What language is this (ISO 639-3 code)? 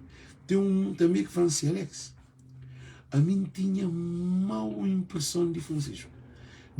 kea